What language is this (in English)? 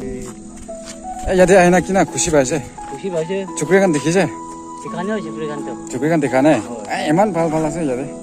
Naga Pidgin